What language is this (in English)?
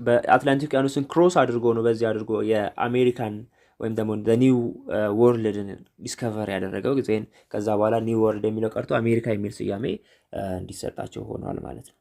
Amharic